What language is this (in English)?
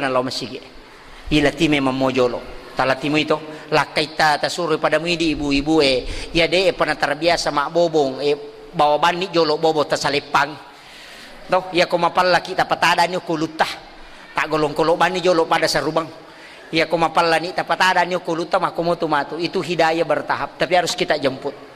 Buginese